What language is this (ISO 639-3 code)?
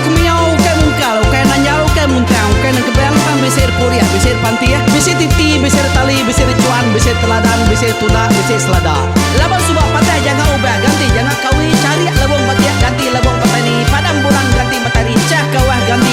iba